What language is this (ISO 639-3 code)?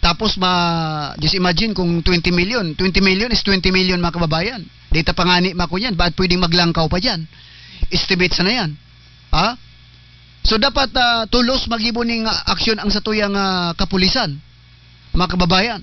bik